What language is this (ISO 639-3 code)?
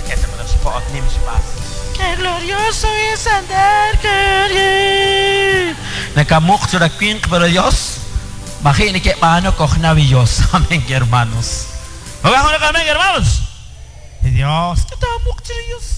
kek